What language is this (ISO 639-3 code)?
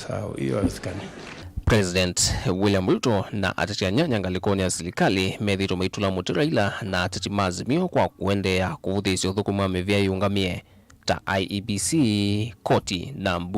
kam